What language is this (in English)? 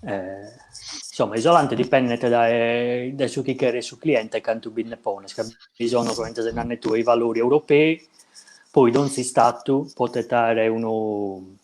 Sardinian